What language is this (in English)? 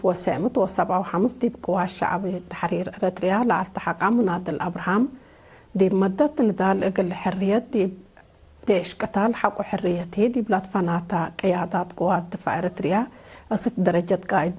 Tigre